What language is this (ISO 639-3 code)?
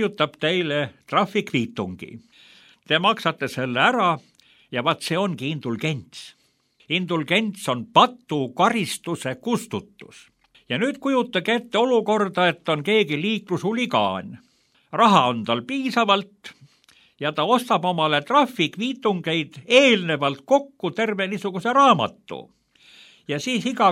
est